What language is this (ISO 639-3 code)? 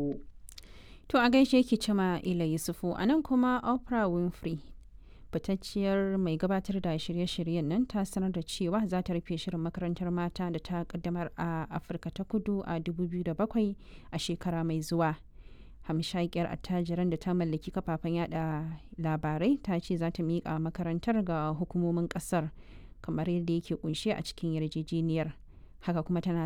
hau